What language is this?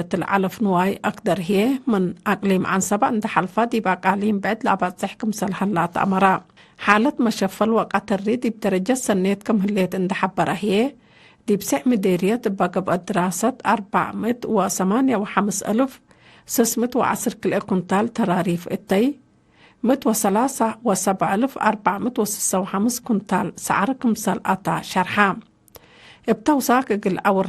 Tigre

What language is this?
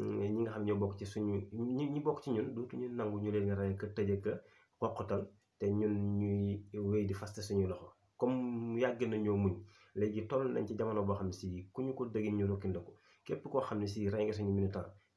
Wolof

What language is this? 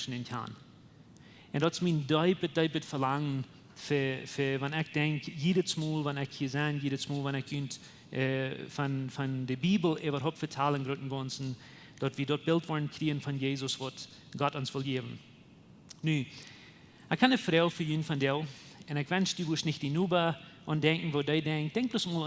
Plautdietsch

